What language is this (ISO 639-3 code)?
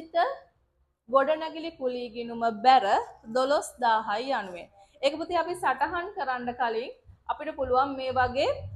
sin